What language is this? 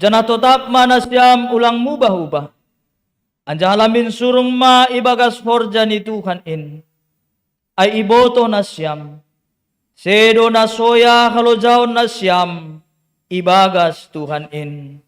Batak Simalungun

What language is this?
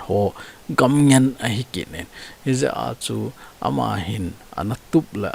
Thado Chin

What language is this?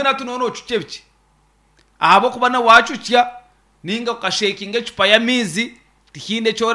Nyankole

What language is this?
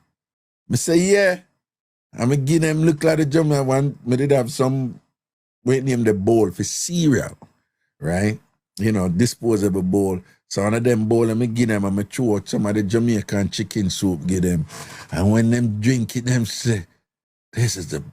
Jamaican Creole English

